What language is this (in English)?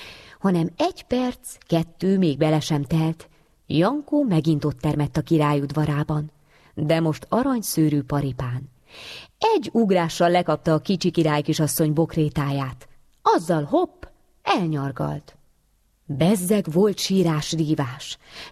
Hungarian